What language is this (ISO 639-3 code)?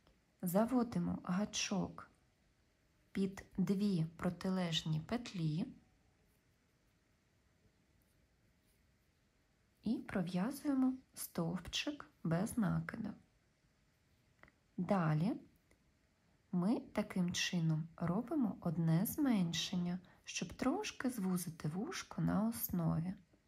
ukr